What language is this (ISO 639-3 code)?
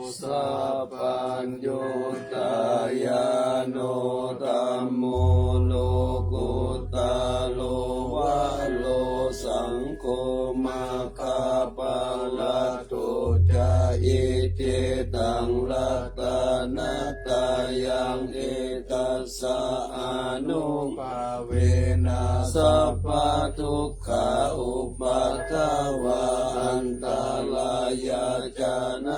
pli